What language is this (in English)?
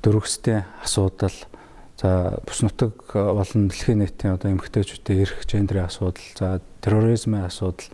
Mongolian